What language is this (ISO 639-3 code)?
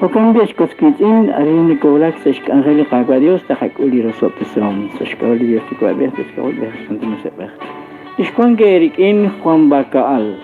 kek